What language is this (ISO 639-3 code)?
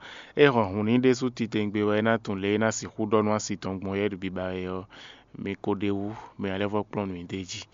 fon